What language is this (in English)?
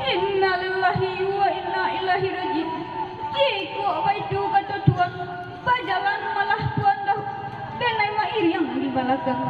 Minangkabau